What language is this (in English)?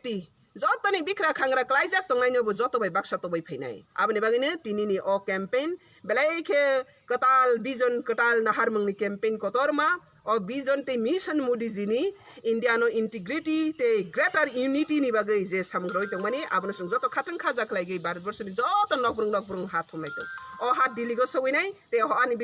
Kok Borok